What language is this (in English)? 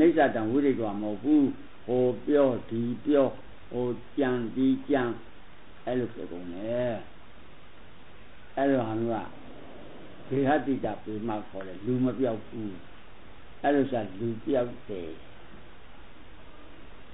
Burmese